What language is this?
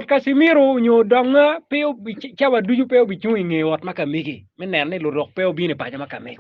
Acoli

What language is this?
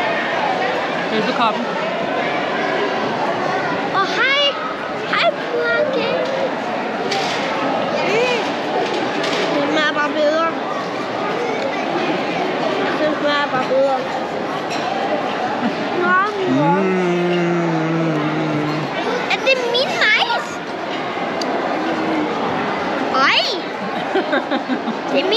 Danish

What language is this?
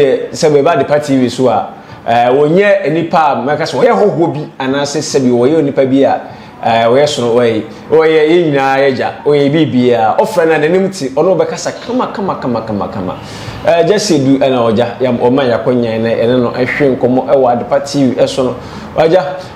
Akan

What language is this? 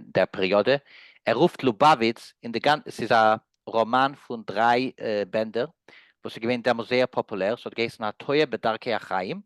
Yiddish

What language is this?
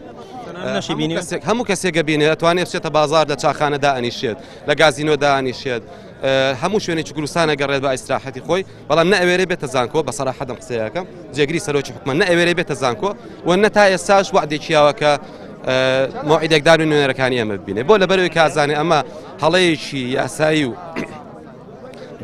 Central Kurdish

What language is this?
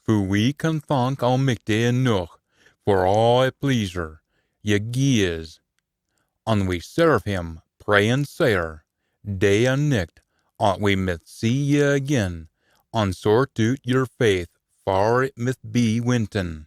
Scots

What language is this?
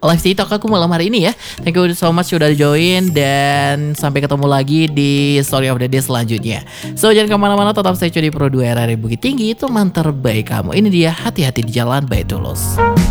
Indonesian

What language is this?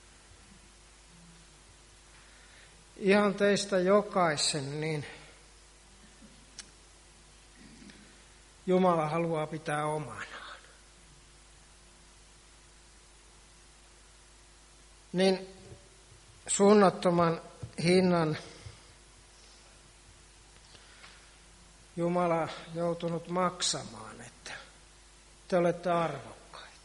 Finnish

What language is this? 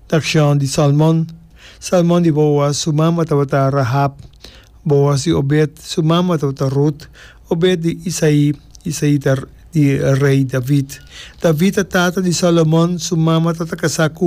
Papiamento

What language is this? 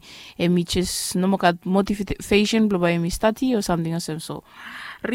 Bislama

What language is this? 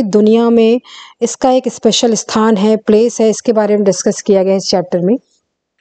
Hindi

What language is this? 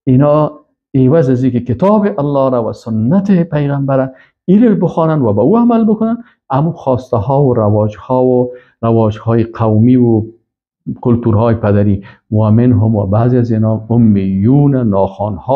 Persian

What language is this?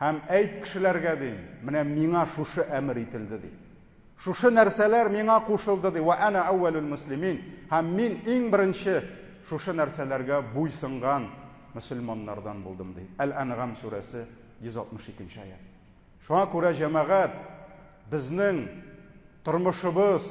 Tatar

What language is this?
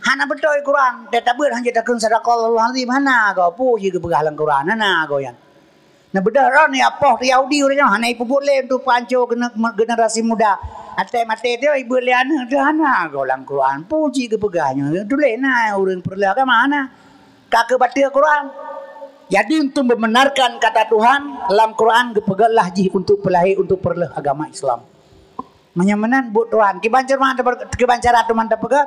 Achinese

